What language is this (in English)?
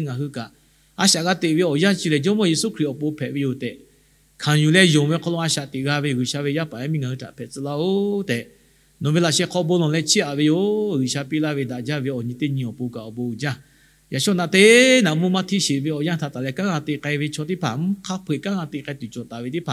Lahu